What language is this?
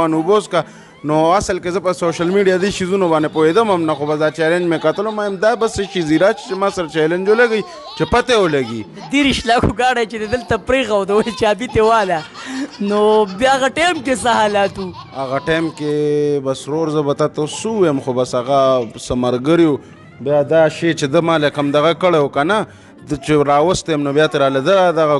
Pashto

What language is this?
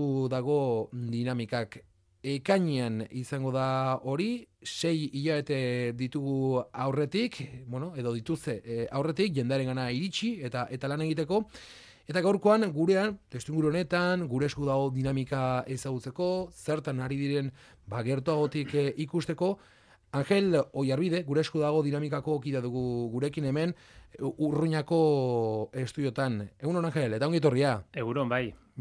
Basque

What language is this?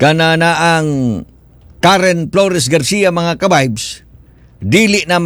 Cebuano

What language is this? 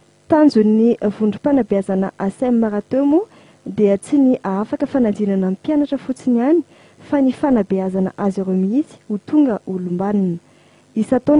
Malagasy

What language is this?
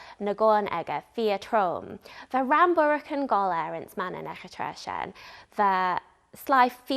Manx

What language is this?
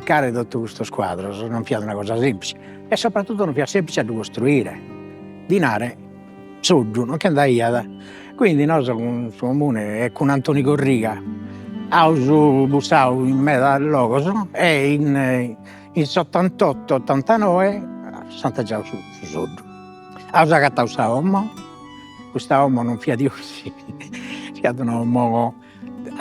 Sardinian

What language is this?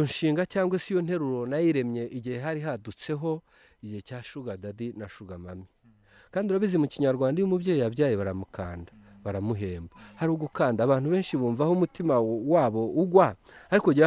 Kinyarwanda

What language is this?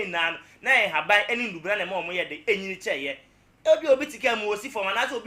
Akan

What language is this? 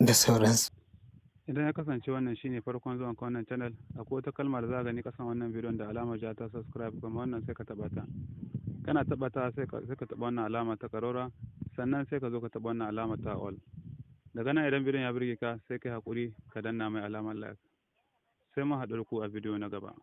Hausa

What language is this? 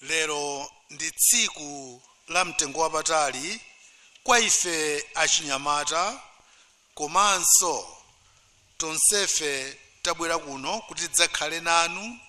Nyanja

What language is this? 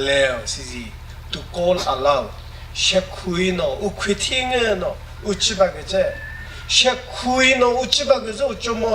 Chokri Naga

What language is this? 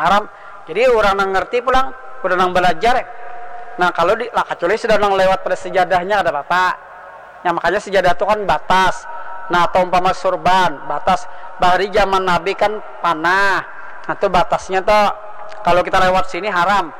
Banjar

